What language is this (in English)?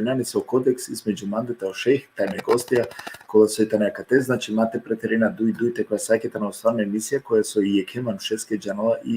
Balkan Romani